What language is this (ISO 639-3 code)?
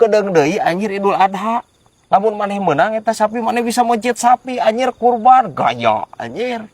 sun